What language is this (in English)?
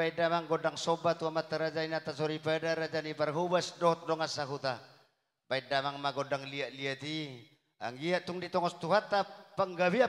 Batak Toba